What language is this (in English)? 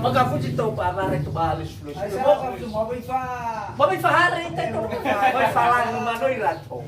Nias